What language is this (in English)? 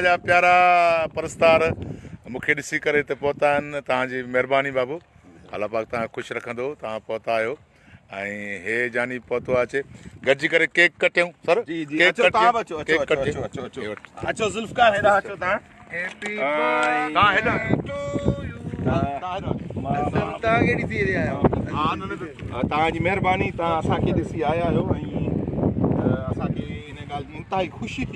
Sindhi